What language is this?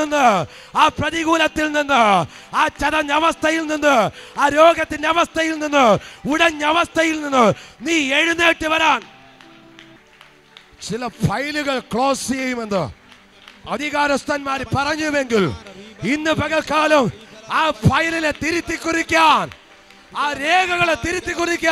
Malayalam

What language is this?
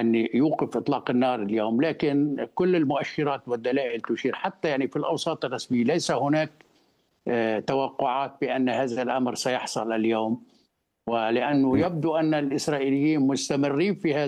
Arabic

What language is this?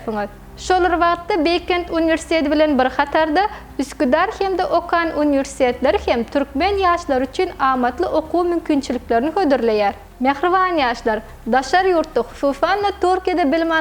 Turkmen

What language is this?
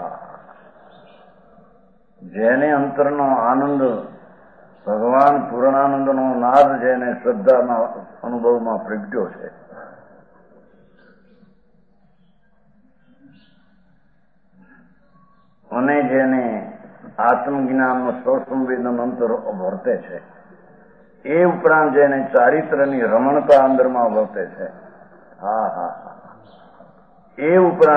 Gujarati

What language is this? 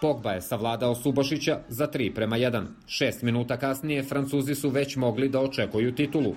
Serbian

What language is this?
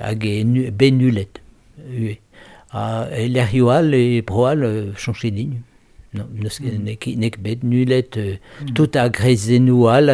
Breton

